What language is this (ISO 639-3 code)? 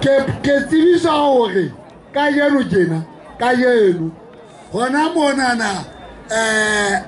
sot